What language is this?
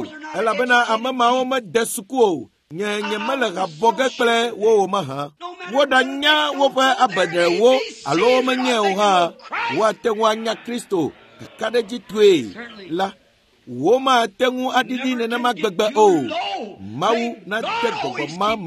Ewe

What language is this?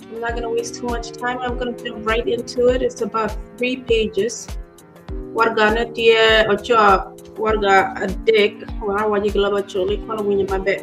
Acoli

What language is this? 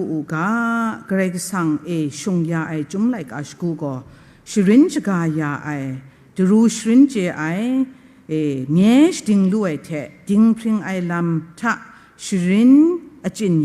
Kachin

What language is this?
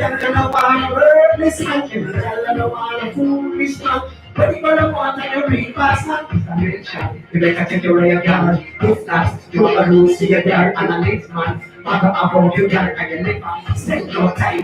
Jamaican Creole English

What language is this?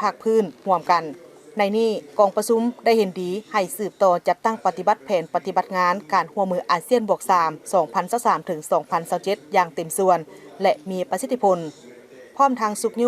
Lao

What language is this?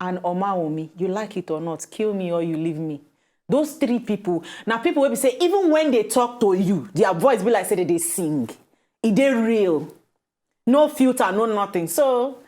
Nigerian Pidgin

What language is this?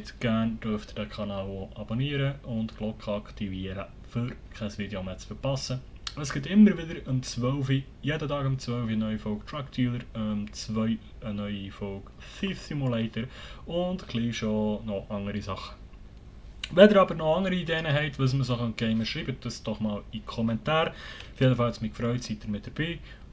Swiss German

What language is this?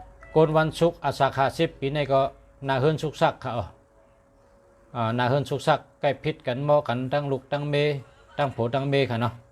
Shan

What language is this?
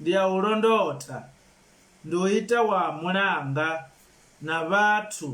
Venda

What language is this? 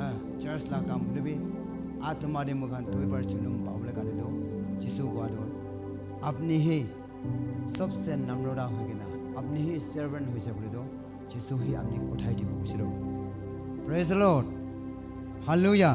Naga Pidgin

